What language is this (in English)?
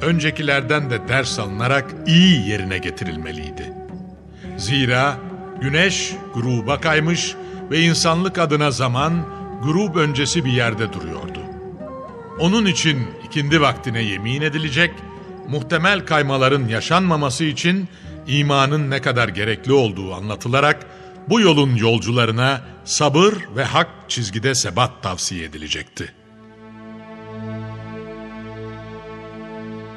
Turkish